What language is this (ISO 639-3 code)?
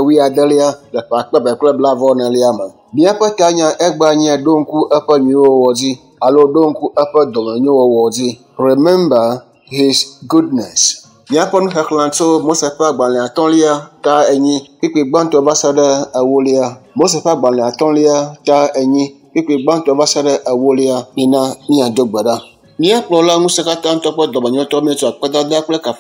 ewe